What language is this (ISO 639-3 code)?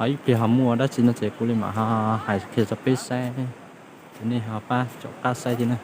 hmn